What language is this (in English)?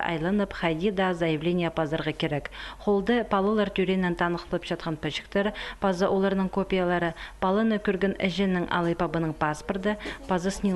Khakas